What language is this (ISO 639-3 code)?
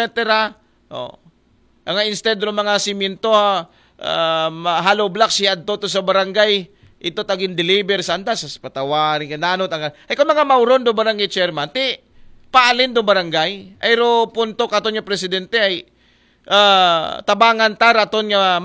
akl